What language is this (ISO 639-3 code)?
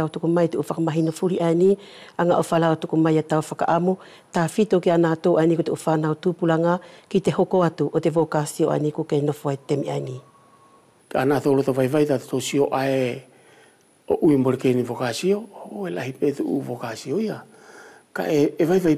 wls